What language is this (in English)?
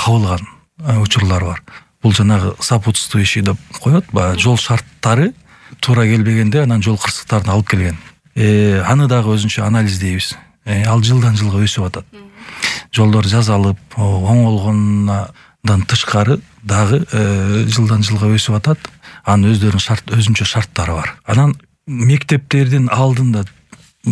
Kyrgyz